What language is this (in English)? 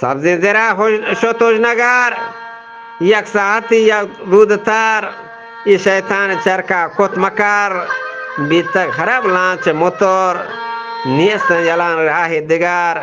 Eastern Balochi